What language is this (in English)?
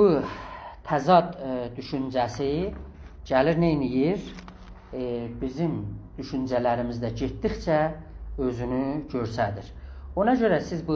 South Azerbaijani